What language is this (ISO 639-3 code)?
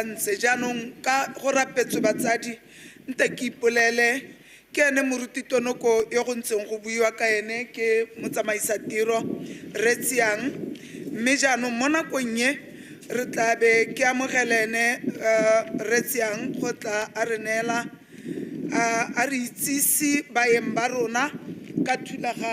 tsn